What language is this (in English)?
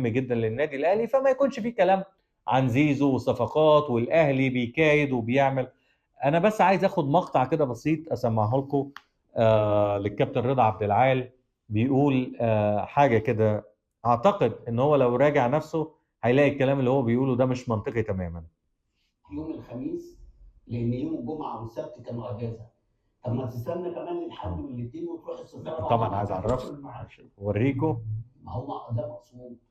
Egyptian Arabic